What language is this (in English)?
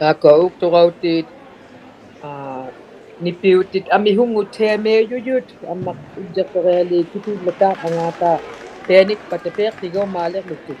Inuktitut